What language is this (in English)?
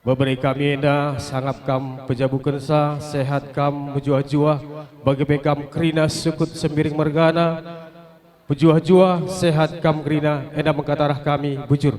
Batak Karo